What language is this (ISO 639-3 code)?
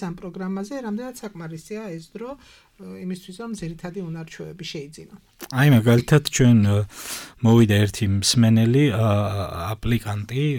kat